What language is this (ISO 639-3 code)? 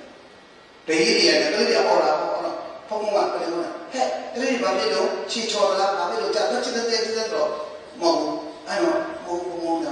mya